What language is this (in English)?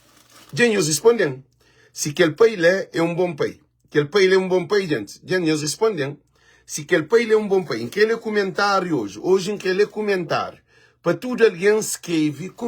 Kabuverdianu